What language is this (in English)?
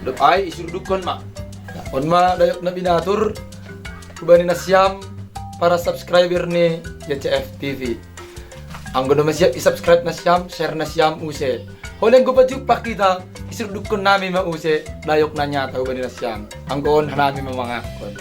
Batak Simalungun